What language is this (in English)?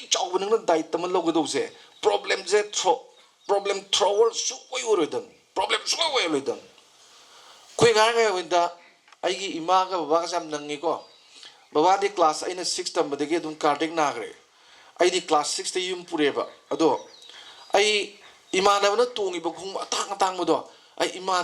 Manipuri